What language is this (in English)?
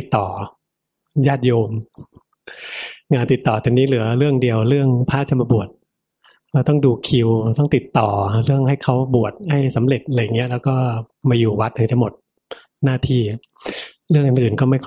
Thai